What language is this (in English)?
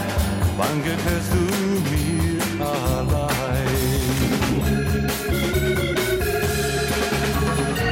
German